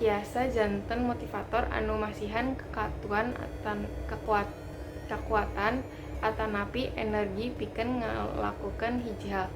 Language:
Sundanese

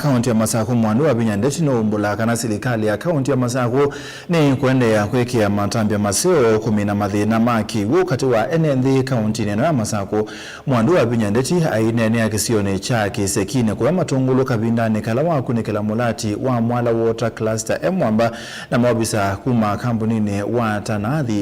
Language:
Kamba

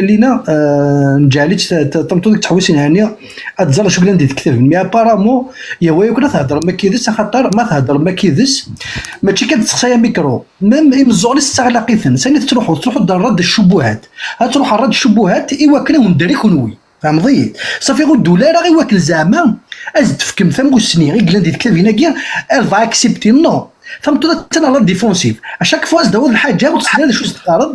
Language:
Kabyle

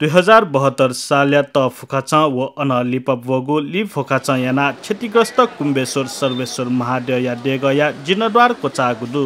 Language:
Newari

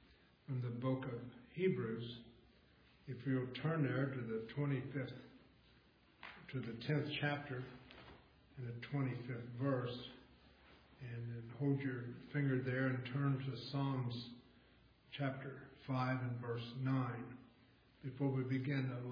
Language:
English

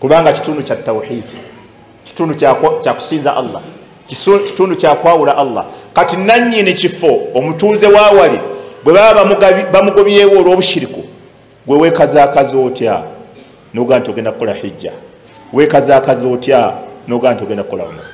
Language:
Ganda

